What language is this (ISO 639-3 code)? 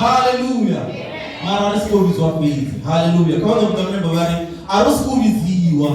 ven